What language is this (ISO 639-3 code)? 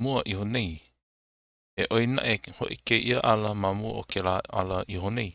haw